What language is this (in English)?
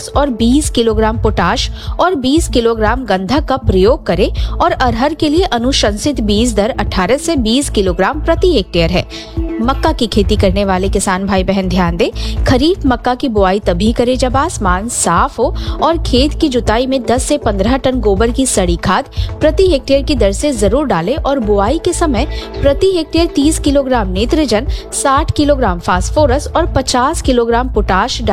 Hindi